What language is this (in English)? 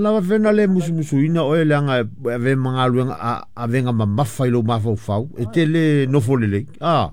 Samoan